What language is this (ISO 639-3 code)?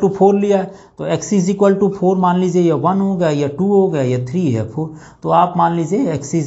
hin